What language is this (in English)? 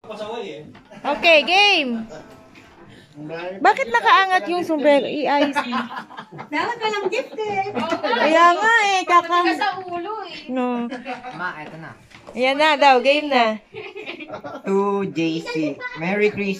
Filipino